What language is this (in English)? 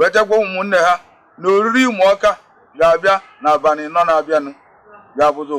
Igbo